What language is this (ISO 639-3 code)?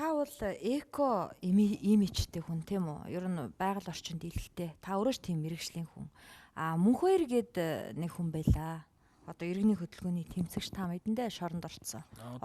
mon